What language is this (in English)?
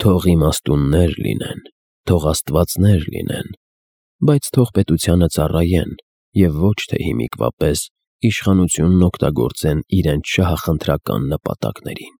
Armenian